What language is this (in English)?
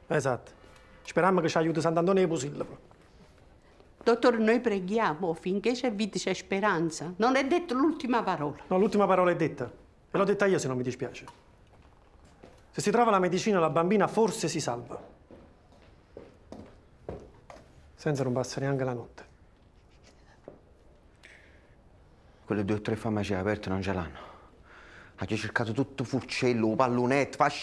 Italian